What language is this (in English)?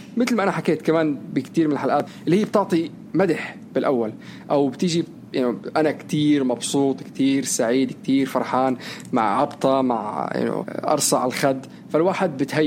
North Levantine Arabic